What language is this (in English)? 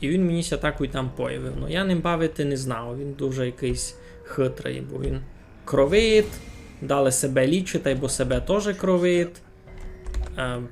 Rusyn